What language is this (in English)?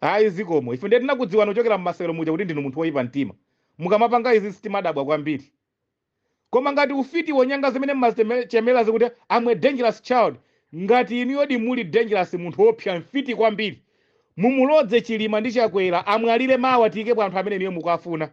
Nyanja